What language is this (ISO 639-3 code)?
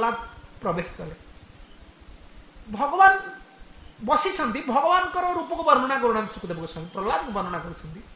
ori